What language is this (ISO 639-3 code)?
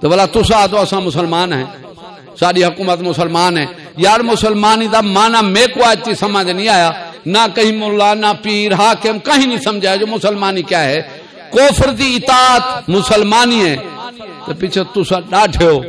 skr